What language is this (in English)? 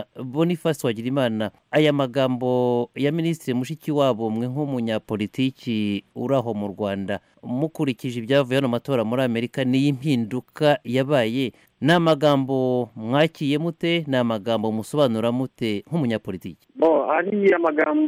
Kinyarwanda